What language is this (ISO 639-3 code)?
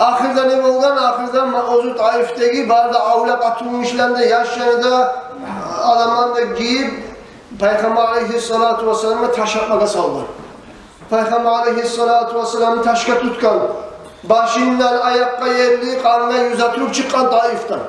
kum